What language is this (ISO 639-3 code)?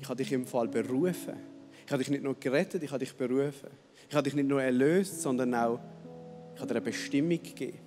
gsw